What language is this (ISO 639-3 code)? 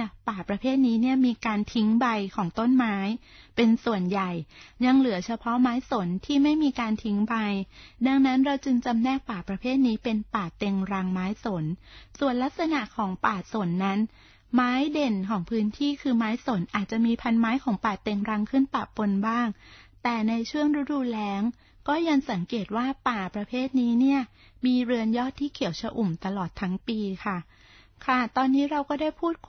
tha